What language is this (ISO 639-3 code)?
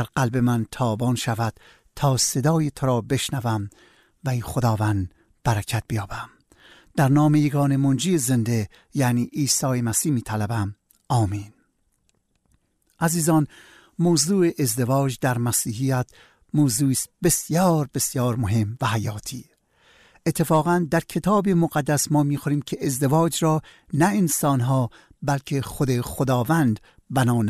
fas